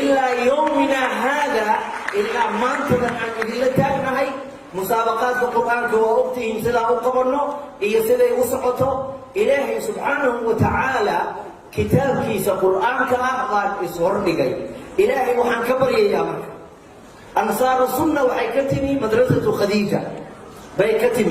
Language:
Somali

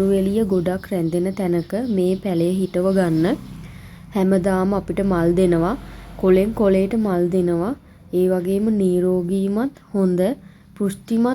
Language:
Sinhala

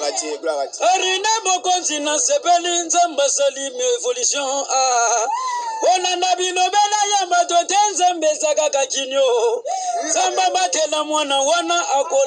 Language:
Lingala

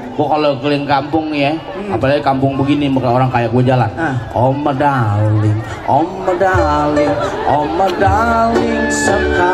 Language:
Betawi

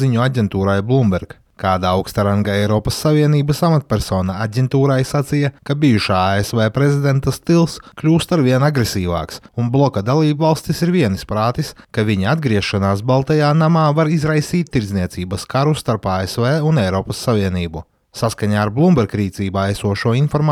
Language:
Latvian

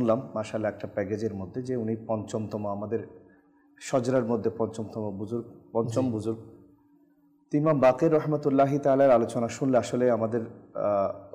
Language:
Bangla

